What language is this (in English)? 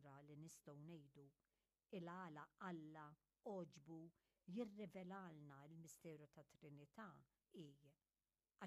Maltese